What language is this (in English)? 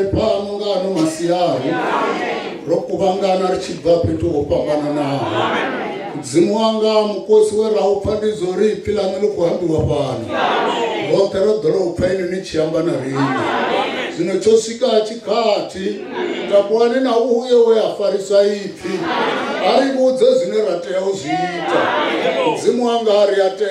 Venda